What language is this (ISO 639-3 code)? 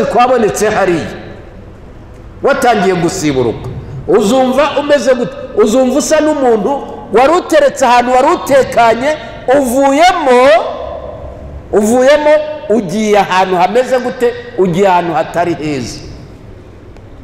kin